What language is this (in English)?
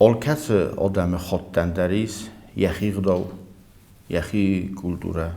Ossetic